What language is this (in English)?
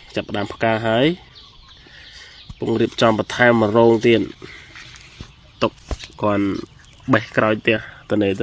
Khmer